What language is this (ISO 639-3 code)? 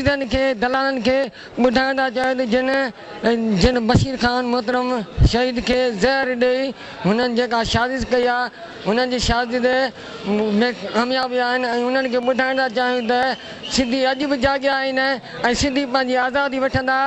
snd